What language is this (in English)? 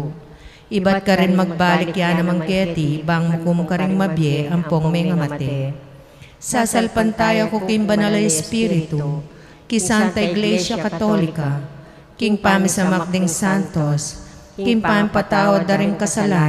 Pampanga